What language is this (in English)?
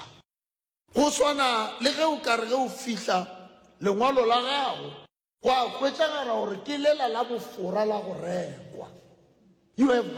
Northern Sotho